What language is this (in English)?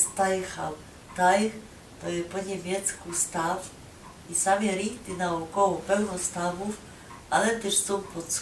Silesian